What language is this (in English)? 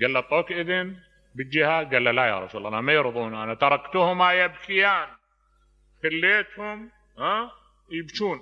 Mesopotamian Arabic